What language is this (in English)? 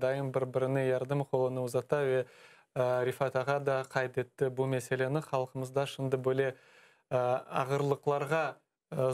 Crimean Tatar